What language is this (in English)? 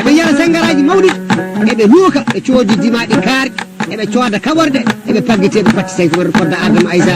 Fula